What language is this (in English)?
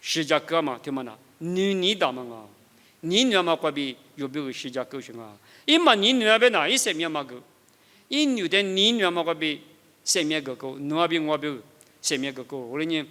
Lisu